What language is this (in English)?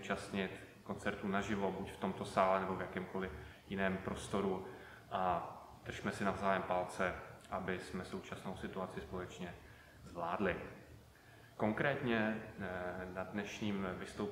Czech